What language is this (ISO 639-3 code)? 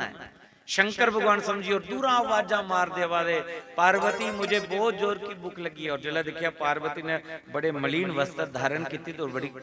doi